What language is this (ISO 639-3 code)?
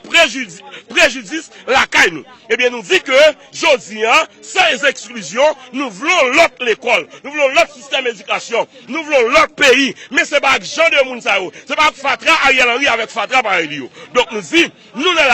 hat